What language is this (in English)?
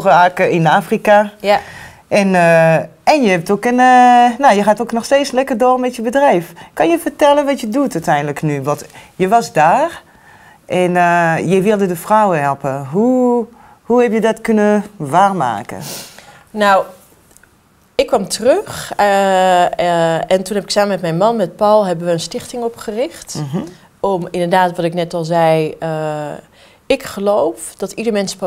Dutch